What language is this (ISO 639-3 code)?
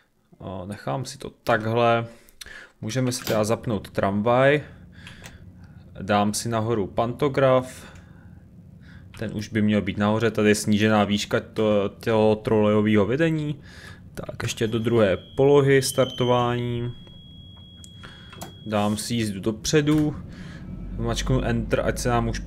ces